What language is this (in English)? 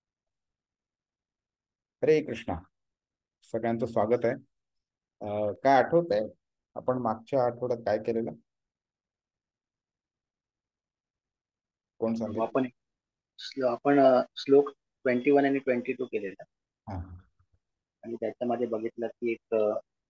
Marathi